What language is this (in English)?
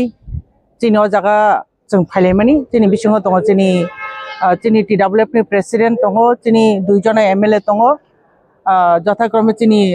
Kok Borok